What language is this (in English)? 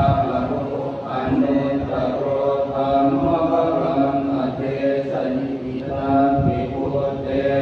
Pali